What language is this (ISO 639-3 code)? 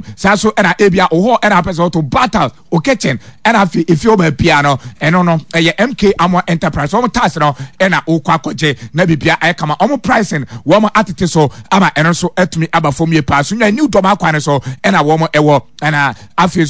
aka